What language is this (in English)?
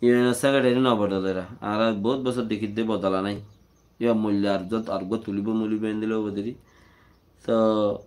Rohingya